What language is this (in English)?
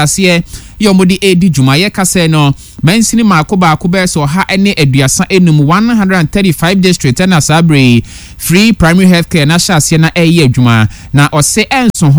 Akan